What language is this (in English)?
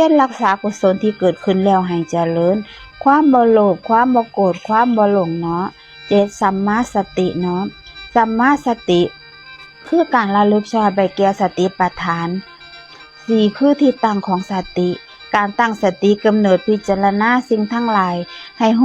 Lao